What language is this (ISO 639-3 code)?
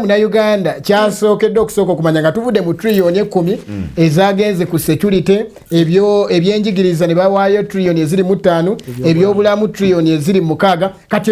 lug